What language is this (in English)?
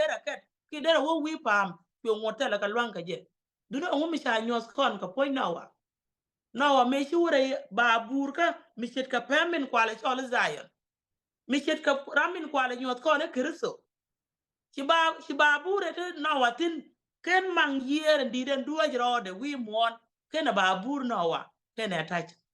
Nuer